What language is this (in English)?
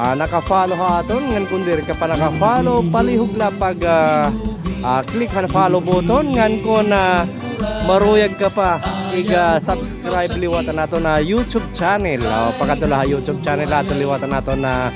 Waray